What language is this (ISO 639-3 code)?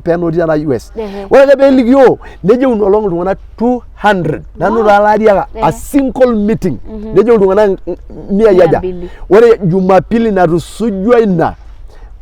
mas